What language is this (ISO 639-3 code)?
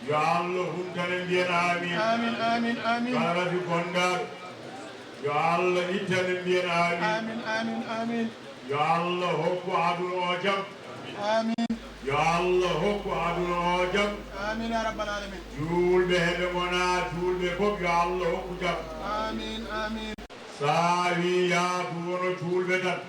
ful